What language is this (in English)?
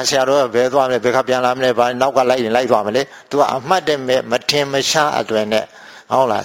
Burmese